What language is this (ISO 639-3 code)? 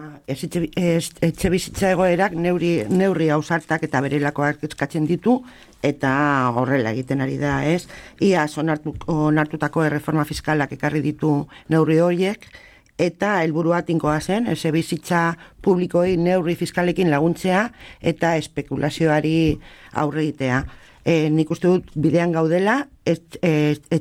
eus